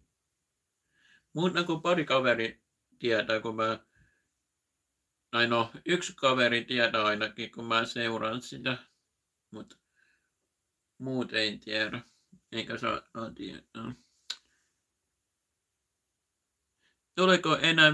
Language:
Finnish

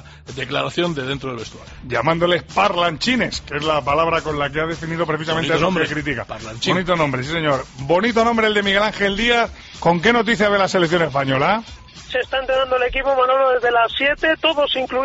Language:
Spanish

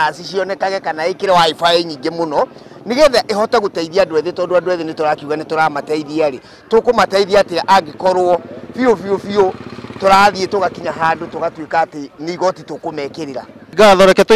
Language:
Kikuyu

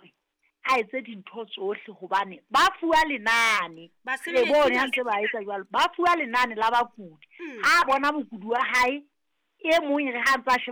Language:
Southern Sotho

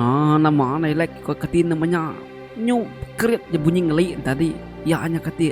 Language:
Iban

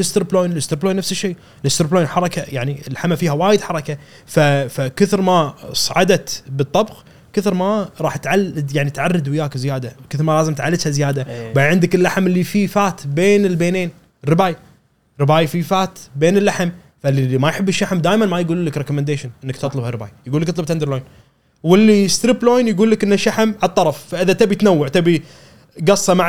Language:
Gulf Arabic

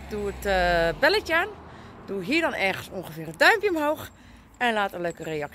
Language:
Dutch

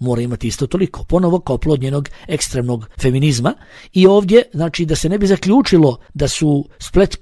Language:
Bosnian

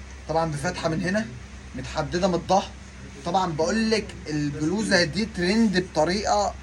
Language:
Egyptian Arabic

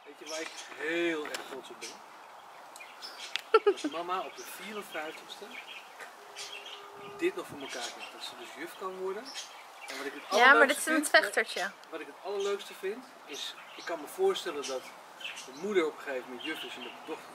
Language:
Dutch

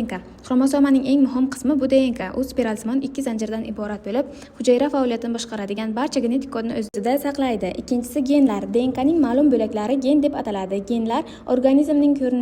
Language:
Uzbek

